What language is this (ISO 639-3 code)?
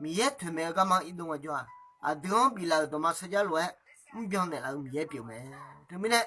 ahk